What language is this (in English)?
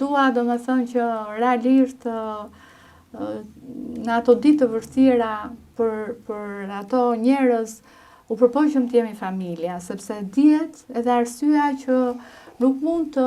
Albanian